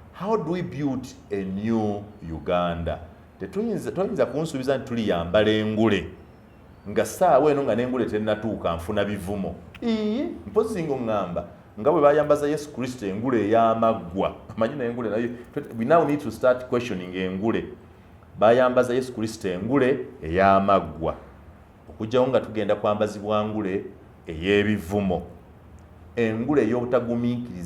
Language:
Ganda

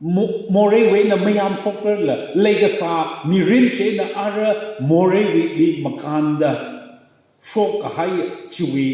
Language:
Tangkhul Naga (India)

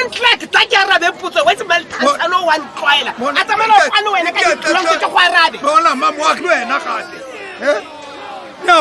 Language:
Tswana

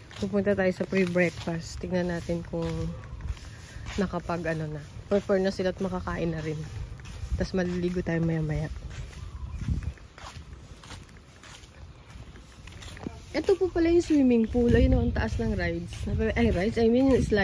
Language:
Filipino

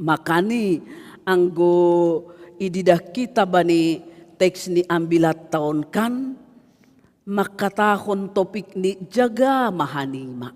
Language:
Batak Simalungun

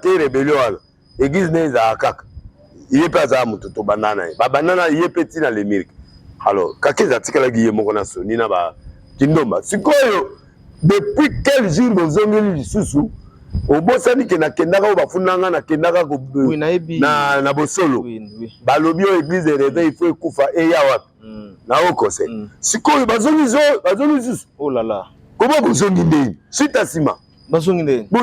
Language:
Lingala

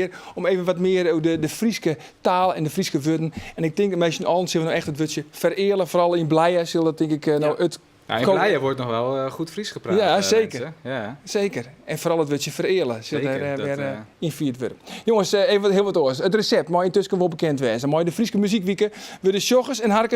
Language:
Western Frisian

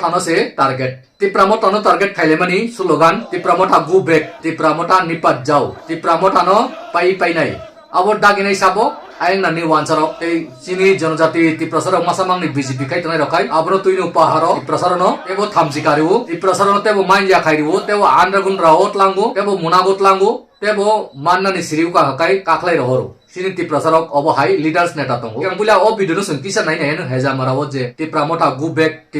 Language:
Kok Borok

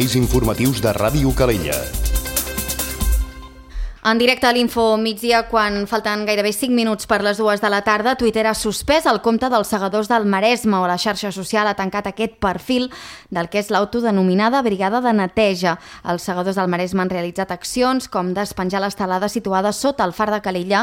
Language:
Catalan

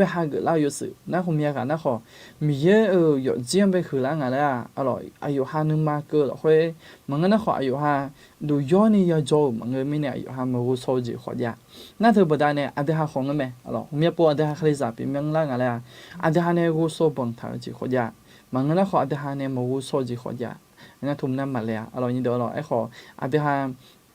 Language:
Akha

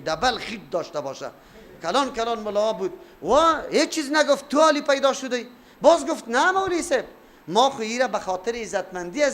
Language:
Persian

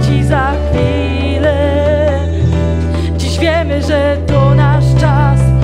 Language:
Polish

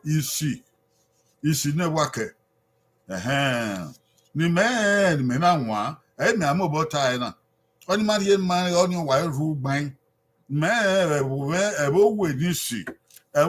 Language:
Bini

